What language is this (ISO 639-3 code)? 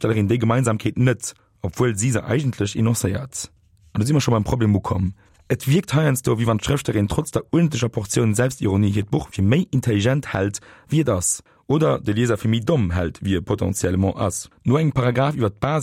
ltz